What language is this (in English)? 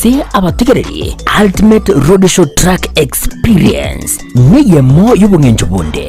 Gusii